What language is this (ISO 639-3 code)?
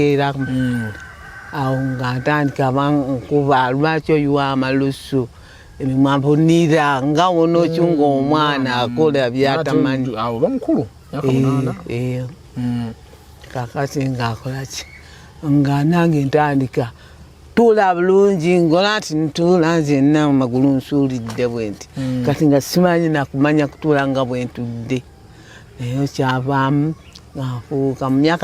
lug